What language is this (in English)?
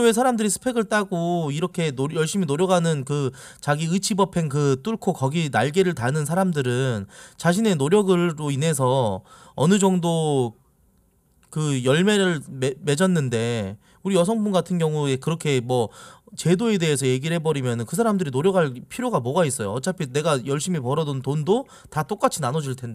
Korean